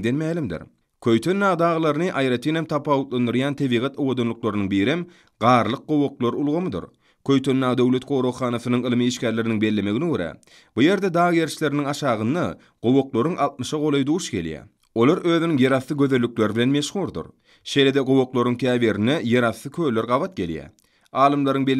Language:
Turkmen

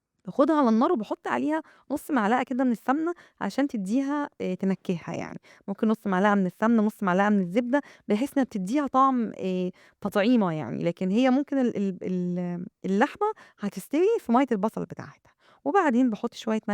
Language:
Egyptian Arabic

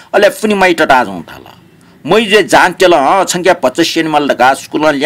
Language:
Newari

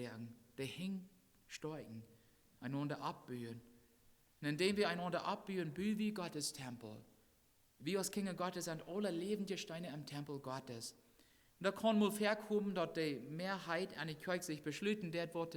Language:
Plautdietsch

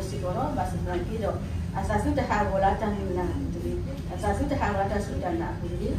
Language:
S'gaw Karen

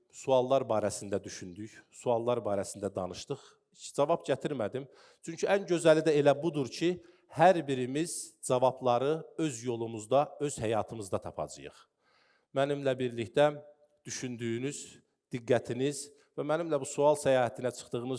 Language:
Azerbaijani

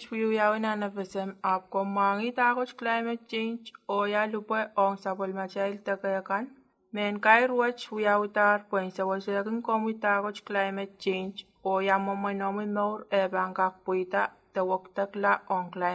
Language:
Pohnpeian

